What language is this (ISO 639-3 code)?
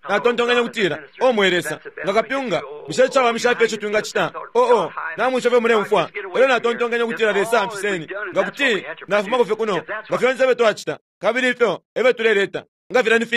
bem